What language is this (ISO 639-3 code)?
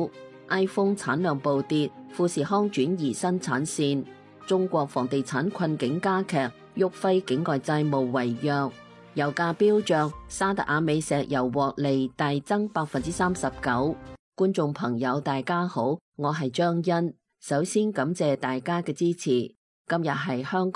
yue